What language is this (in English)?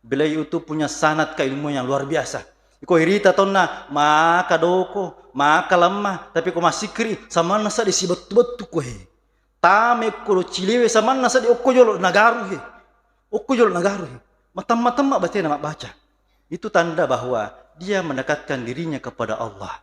Buginese